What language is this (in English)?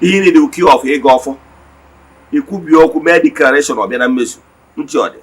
Igbo